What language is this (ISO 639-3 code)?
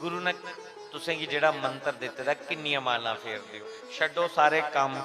doi